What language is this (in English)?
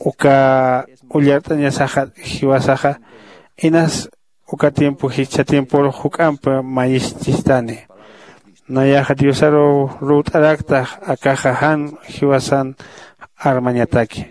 Aymara